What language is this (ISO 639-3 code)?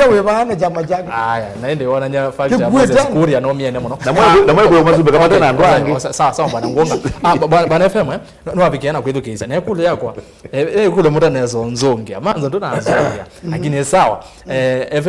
kam